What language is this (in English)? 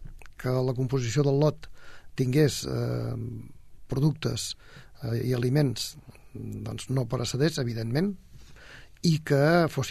Catalan